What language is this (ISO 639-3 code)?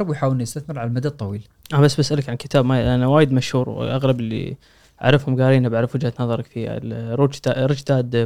afb